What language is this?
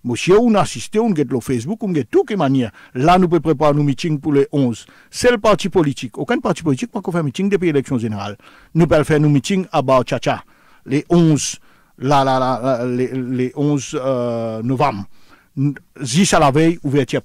French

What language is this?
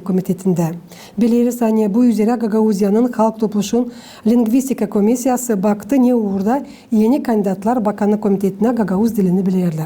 Gagauz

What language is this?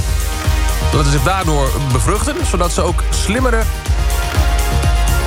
Dutch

